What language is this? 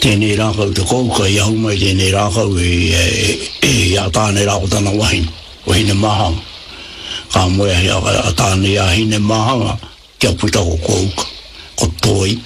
Māori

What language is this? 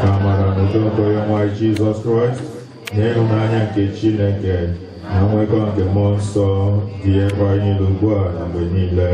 Igbo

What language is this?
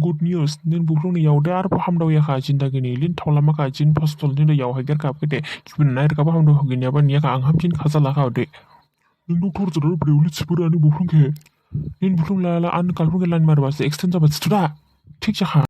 Dimasa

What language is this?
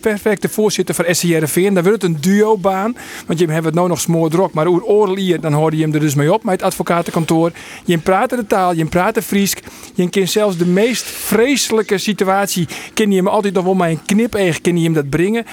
Western Frisian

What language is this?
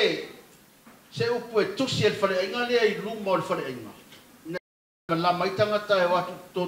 Samoan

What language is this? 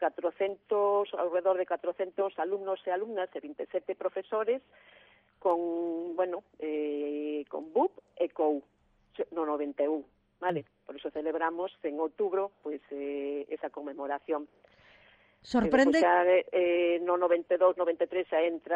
Galician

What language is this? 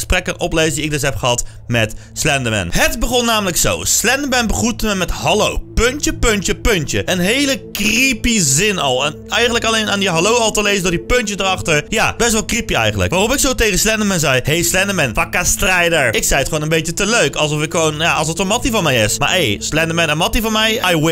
Dutch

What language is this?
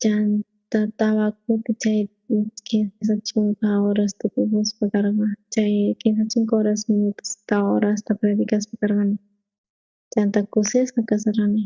South Bolivian Quechua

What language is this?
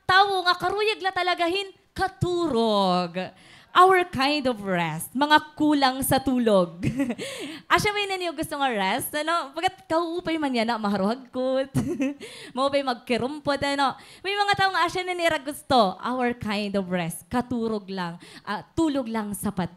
Waray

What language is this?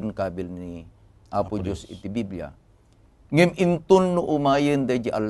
Iloko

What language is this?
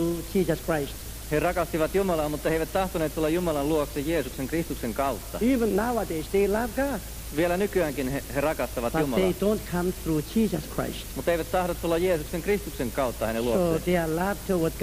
Finnish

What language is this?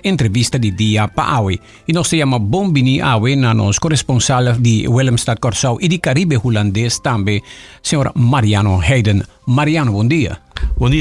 Papiamento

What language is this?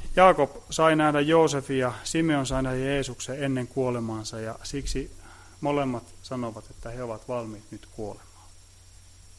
Finnish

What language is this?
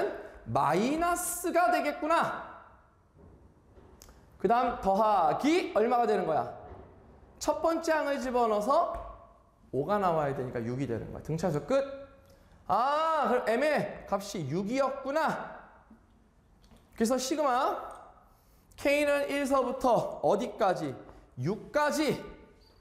Korean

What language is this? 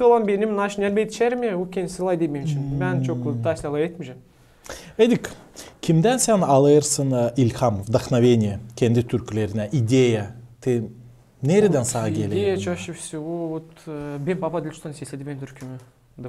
Gagauz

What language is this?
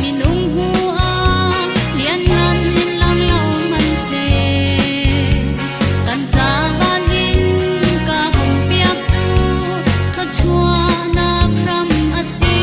Falam Chin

